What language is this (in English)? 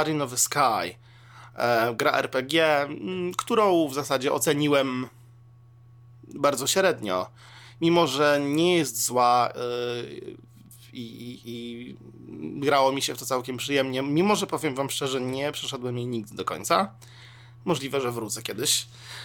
Polish